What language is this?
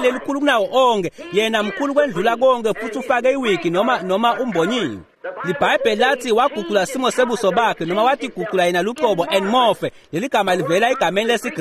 Swati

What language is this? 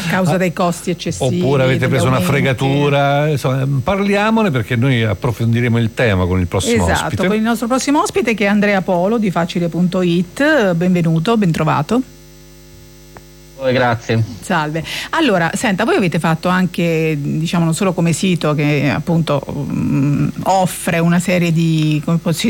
Italian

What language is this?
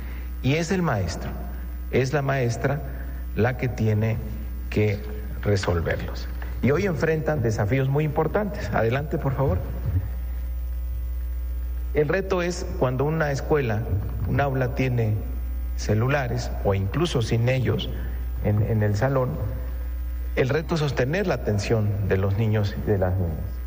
Spanish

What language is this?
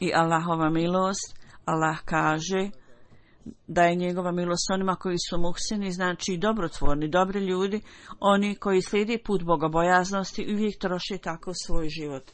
Bosnian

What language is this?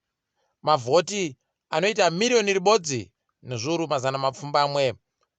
Ndau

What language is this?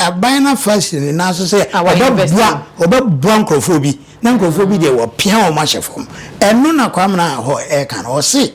Akan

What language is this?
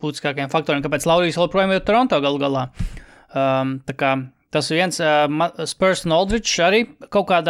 Latvian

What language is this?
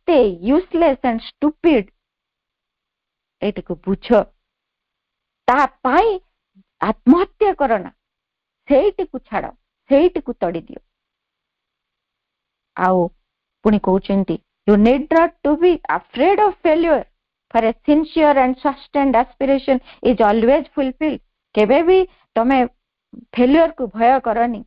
Odia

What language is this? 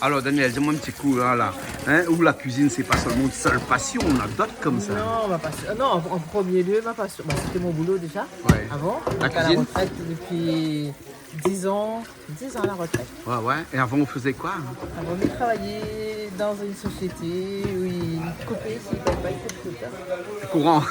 Réunion Creole French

